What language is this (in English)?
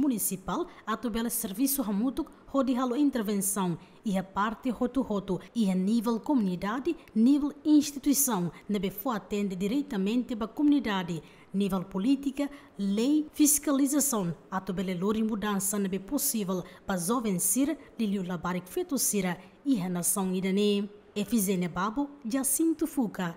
Tetum